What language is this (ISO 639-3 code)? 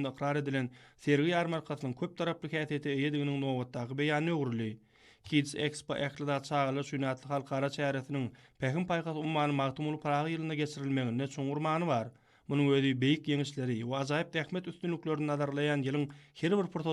tuk